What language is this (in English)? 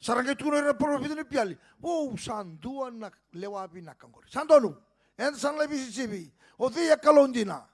Fijian